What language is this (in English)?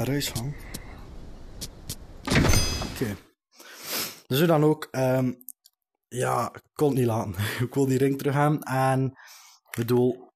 Dutch